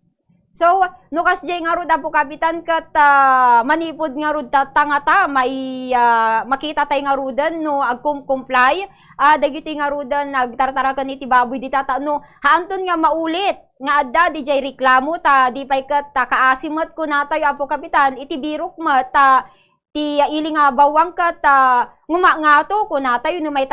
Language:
Iloko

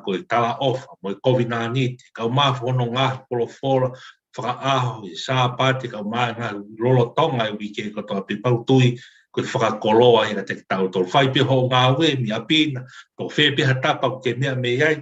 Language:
Tongan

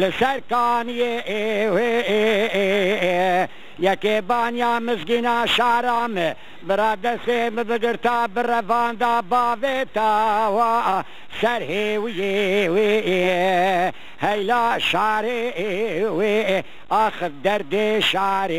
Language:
Kurdish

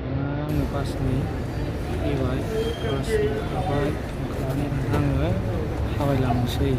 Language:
Bodo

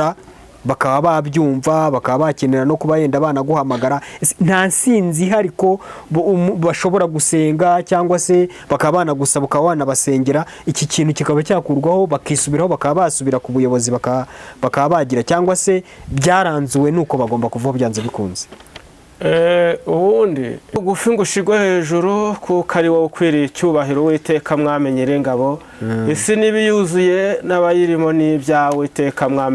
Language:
Kinyarwanda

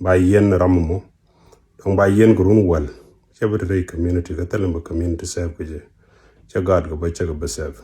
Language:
Nuer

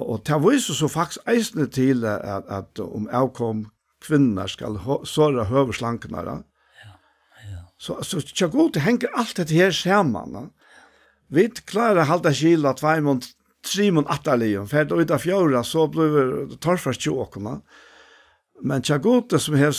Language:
Faroese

